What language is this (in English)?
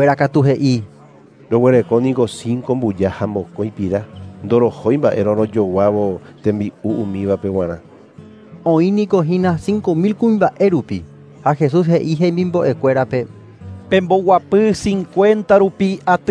Guarani